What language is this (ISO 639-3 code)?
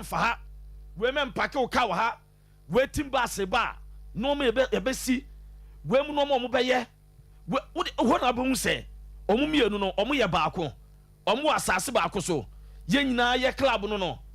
aka